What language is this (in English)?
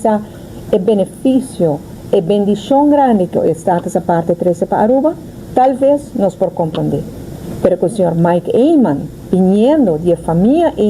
Papiamento